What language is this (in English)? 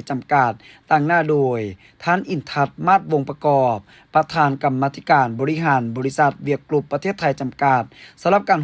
Lao